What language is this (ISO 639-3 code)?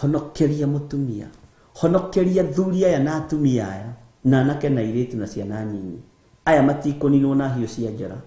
kik